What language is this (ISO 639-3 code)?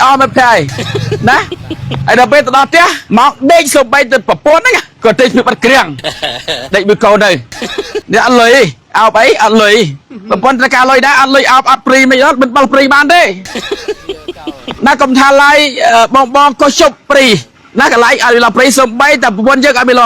khm